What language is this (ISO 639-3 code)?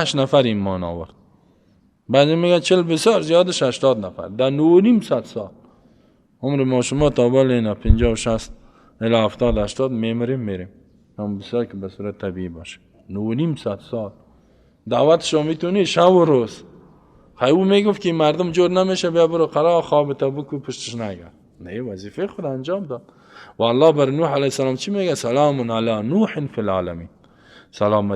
fas